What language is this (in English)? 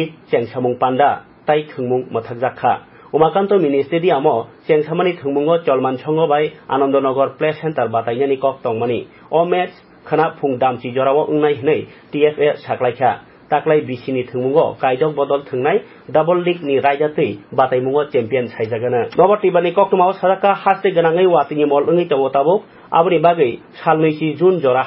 Kok Borok